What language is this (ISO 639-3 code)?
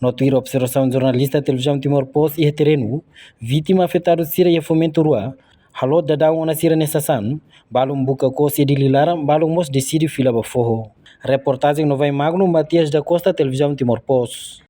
tet